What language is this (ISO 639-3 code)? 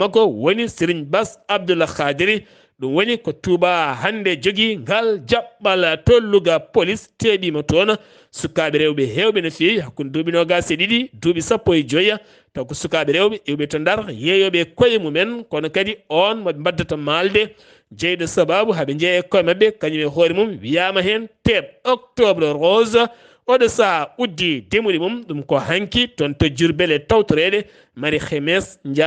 ful